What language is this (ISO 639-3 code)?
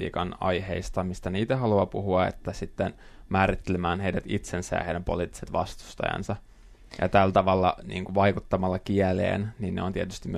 fin